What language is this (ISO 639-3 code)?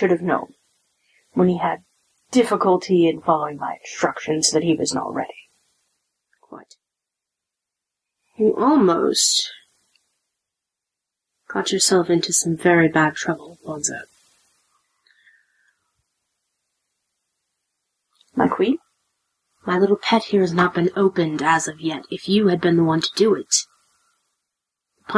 eng